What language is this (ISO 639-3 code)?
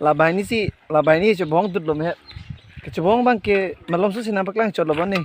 mjw